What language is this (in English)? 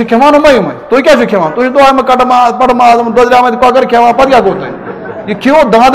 Kashmiri